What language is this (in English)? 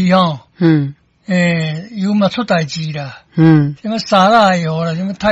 Min Nan Chinese